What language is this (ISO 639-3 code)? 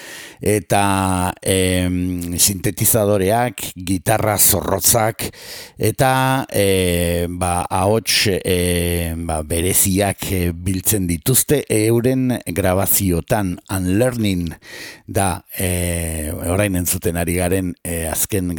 eus